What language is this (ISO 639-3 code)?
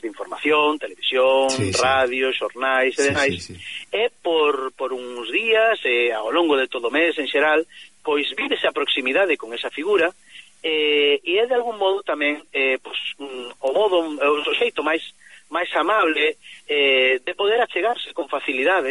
glg